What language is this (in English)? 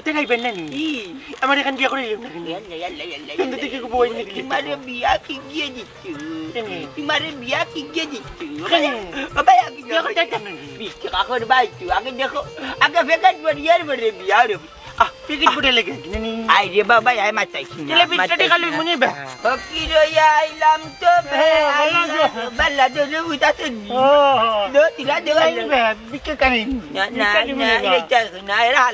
Sylheti